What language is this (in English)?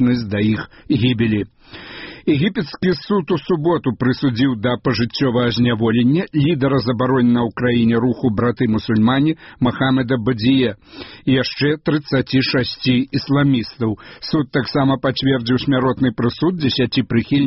Belarusian